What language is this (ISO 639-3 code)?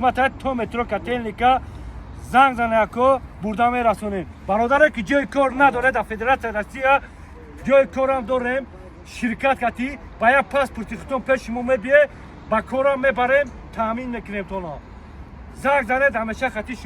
tgk